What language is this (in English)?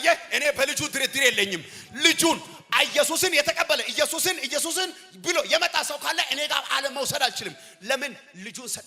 Amharic